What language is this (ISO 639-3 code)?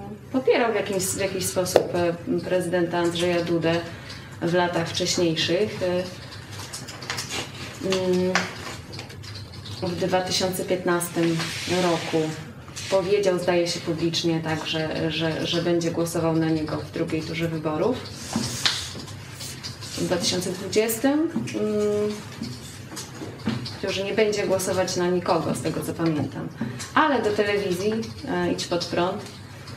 pol